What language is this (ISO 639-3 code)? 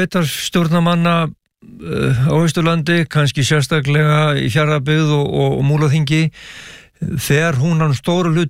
isl